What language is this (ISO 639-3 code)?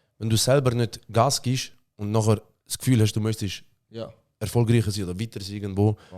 gsw